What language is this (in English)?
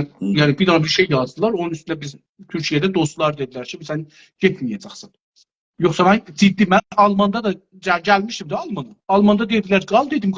South Azerbaijani